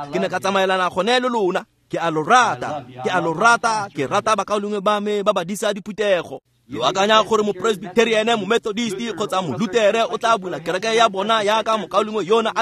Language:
Tswana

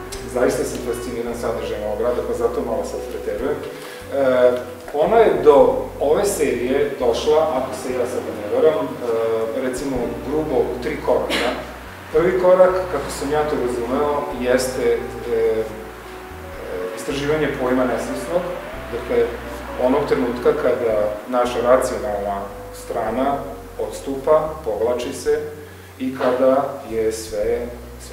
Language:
Serbian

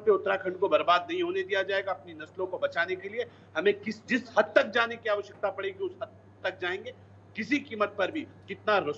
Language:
Hindi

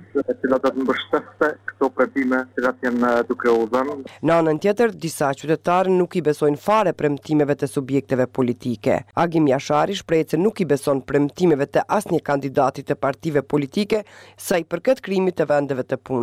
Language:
Albanian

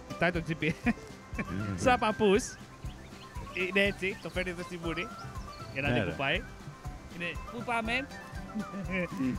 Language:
Greek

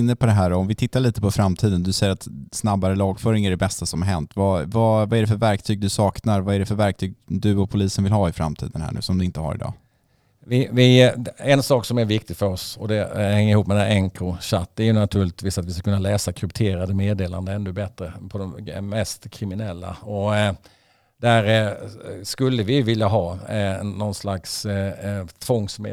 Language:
Swedish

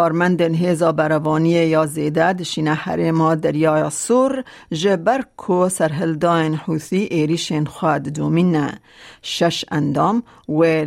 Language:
Kurdish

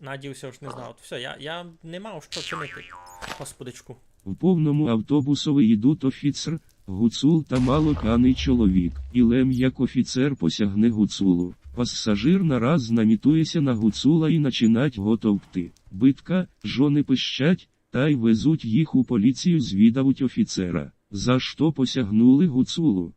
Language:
Rusyn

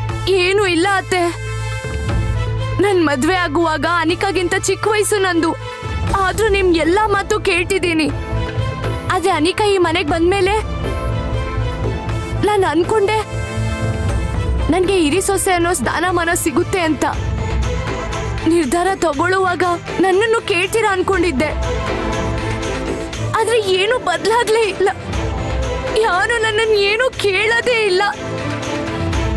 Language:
Kannada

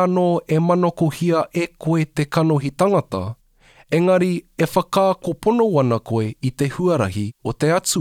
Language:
Māori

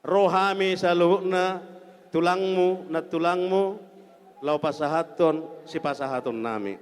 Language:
Batak Toba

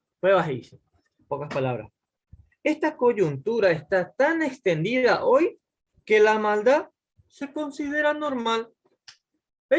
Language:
Guarani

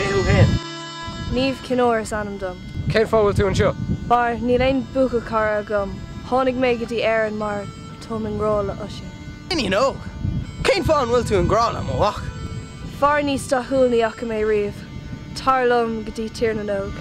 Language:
Irish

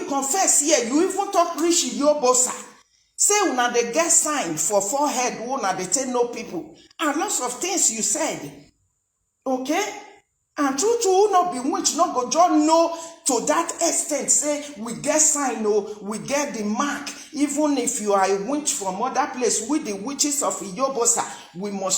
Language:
Nigerian Pidgin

